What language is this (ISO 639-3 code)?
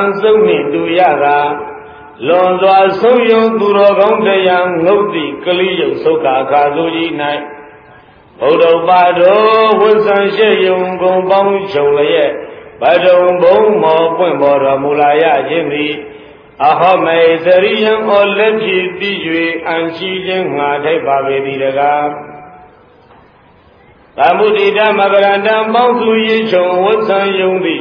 mya